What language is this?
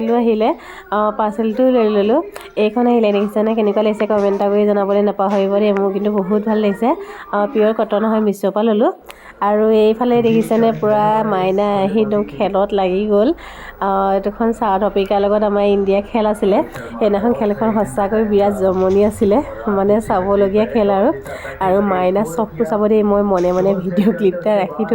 Assamese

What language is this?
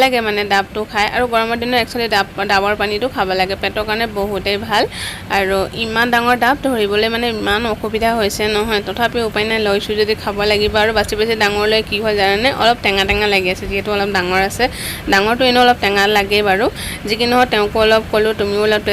Assamese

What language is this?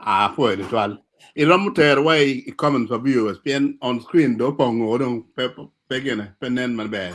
Acoli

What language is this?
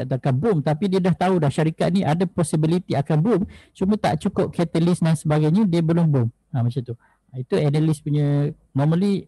Malay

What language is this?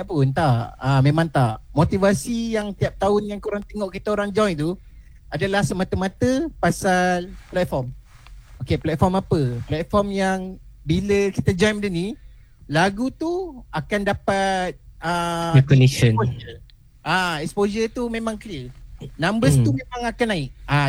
Malay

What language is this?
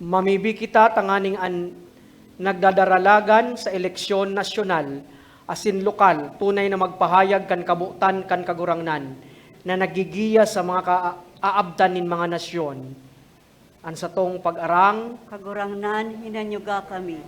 Bikol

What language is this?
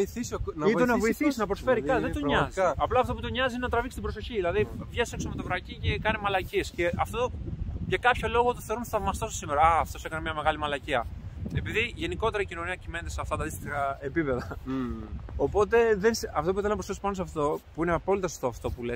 Greek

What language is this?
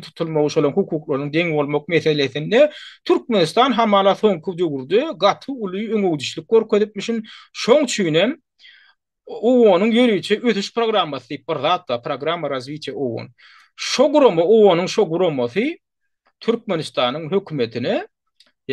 Turkmen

